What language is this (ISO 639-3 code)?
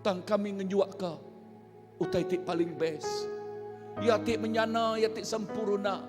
iba